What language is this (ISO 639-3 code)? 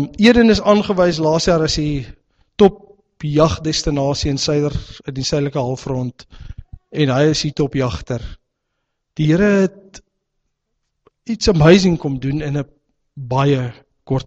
afr